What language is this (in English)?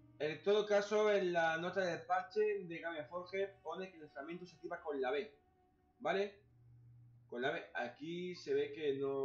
Spanish